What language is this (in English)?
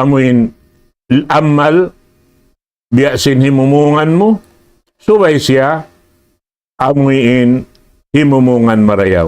Tausug